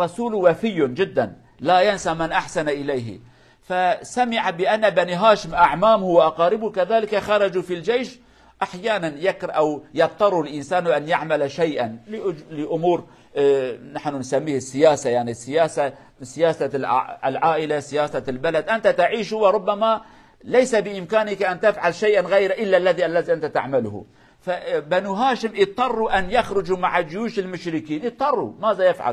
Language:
Kurdish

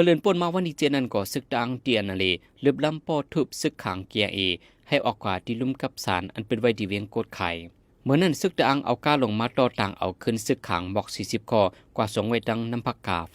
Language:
Shan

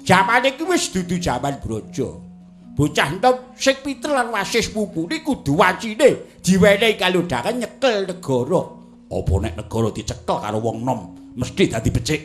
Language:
Javanese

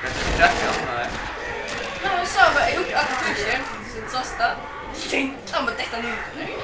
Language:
Faroese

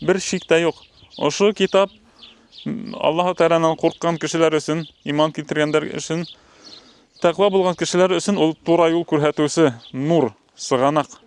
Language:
Bashkir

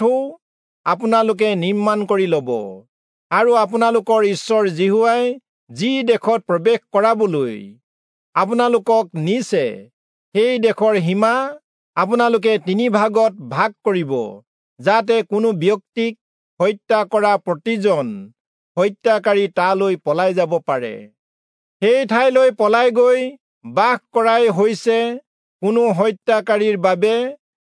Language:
Assamese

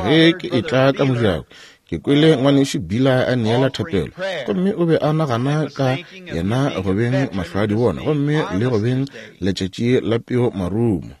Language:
Northern Sotho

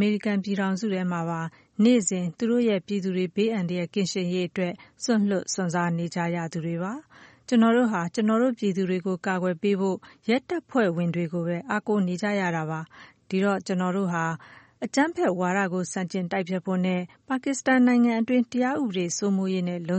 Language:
Burmese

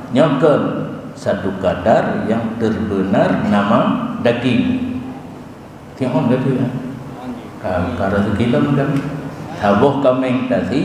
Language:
Achinese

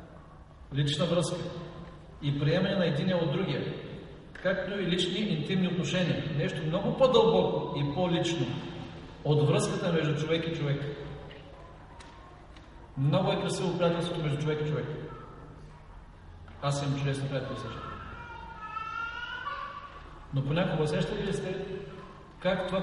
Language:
Bulgarian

